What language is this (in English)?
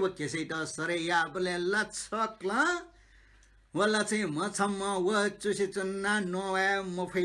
Newari